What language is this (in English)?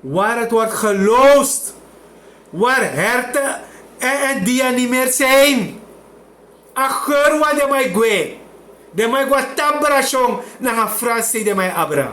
Sranan Tongo